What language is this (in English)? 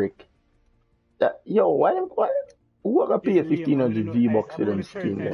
Jamaican Creole English